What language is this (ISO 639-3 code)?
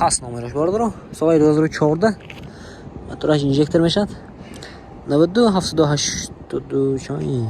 tgk